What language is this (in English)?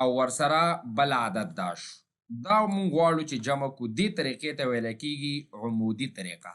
Pashto